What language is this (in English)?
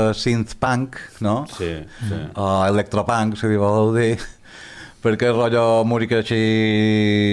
Catalan